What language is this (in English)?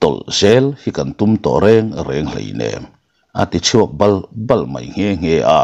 Mizo